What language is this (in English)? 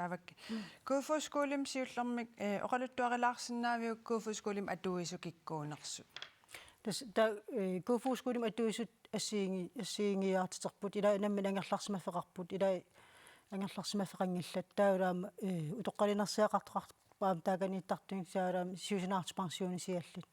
Kalaallisut